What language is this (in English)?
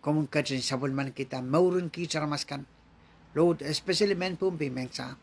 Pohnpeian